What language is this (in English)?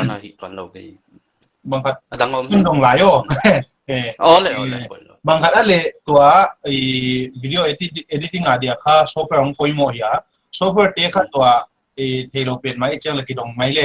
Paite Chin